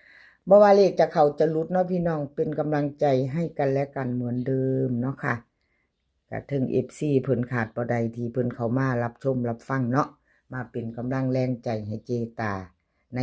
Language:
Northeastern Thai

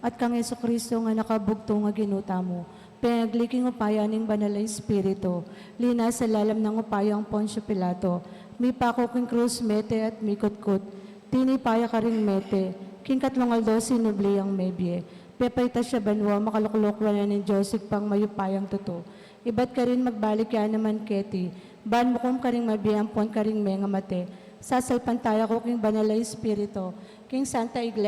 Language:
Pampanga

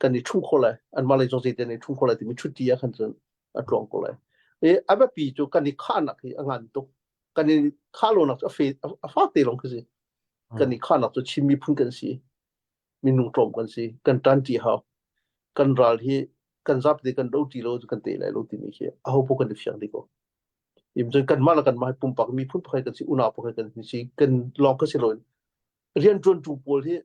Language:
Hakha Chin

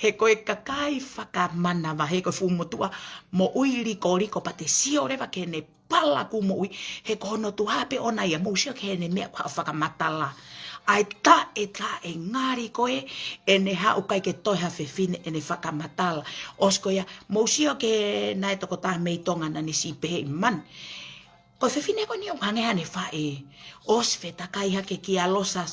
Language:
Tongan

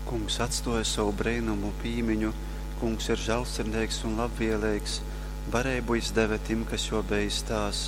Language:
Latgalian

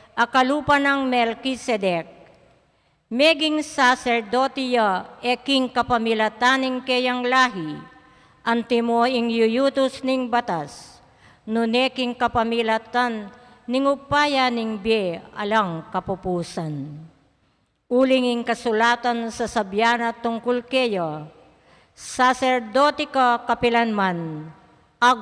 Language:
Pampanga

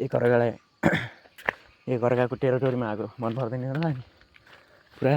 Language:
Nepali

